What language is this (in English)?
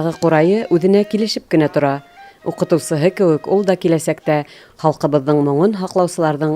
Bashkir